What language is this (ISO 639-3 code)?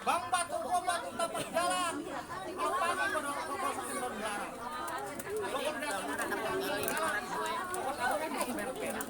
bew